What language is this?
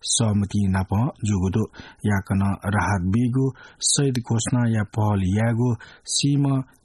Newari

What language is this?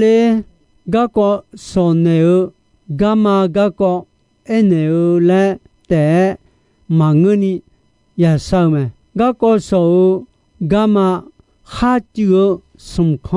Akha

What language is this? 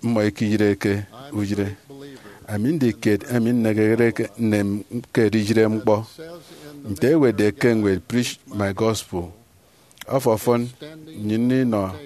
Efik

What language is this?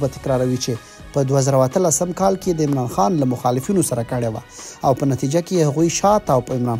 Pashto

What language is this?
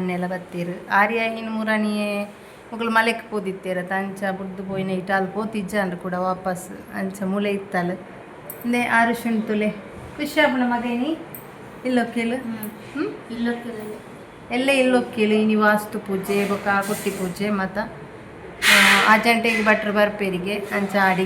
Tulu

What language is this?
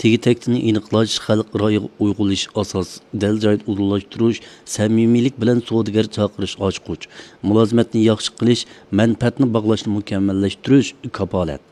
Uyghur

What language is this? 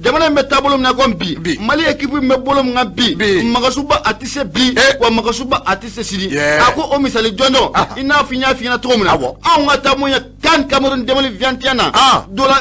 Bambara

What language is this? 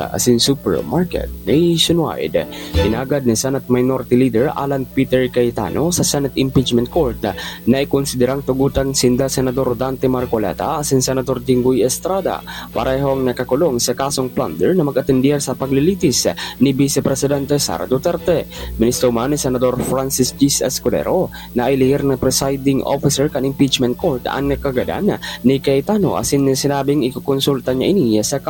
Bikol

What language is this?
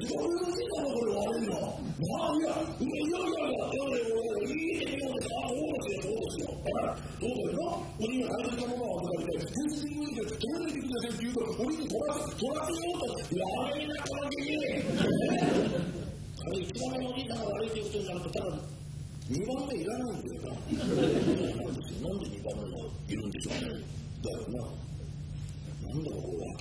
Japanese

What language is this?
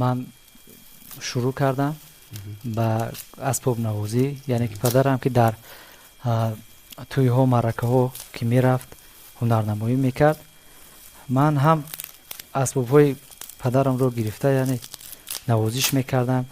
Tajik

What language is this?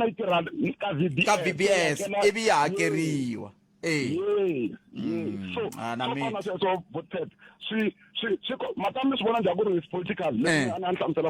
Tsonga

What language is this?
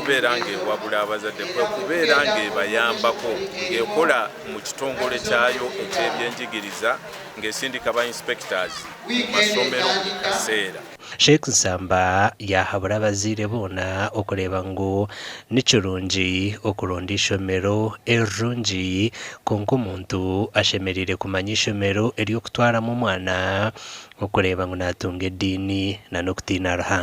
Nyankole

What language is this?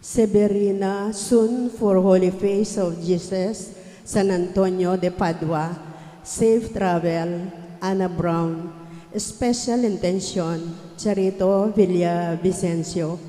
Pampanga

